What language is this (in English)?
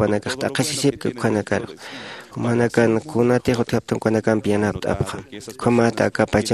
Aymara